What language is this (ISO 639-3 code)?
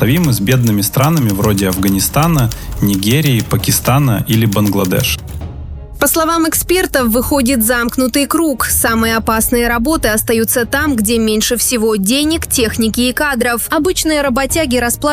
rus